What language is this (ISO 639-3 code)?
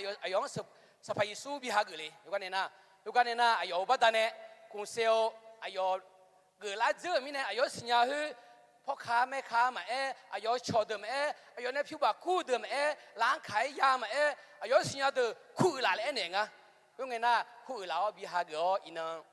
ahk